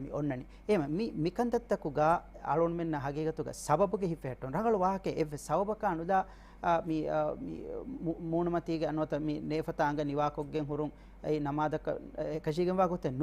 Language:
Divehi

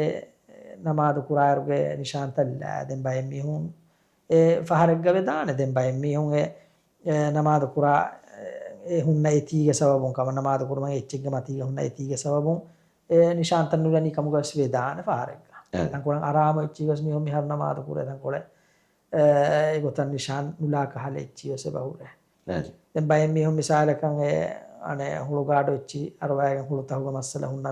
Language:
Divehi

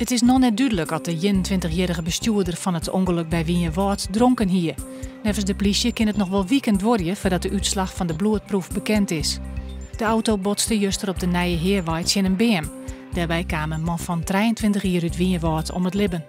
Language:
Western Frisian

